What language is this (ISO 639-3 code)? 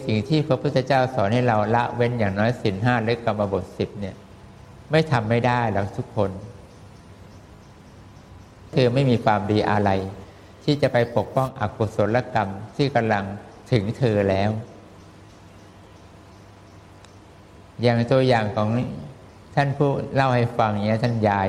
tha